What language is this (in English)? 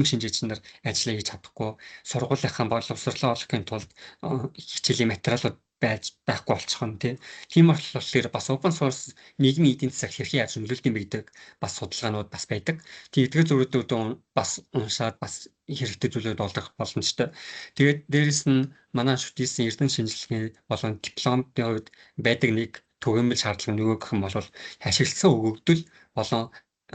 Mongolian